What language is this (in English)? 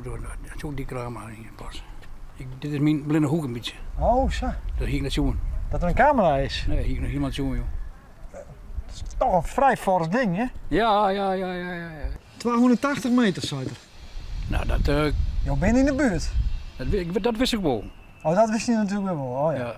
Western Frisian